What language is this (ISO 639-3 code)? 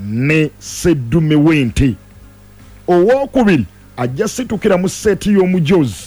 lug